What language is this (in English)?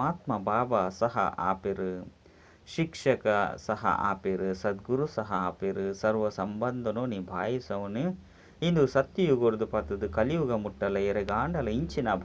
Tulu